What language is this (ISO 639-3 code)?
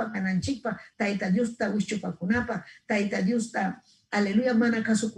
quy